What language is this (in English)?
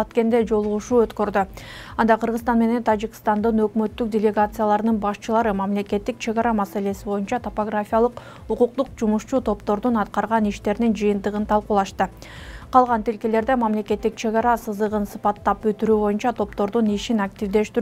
Kyrgyz